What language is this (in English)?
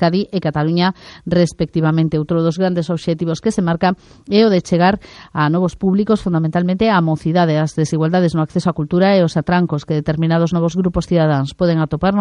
Galician